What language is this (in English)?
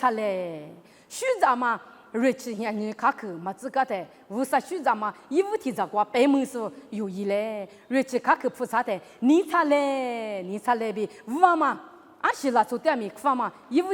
Lisu